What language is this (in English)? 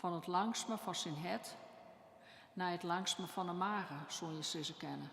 Western Frisian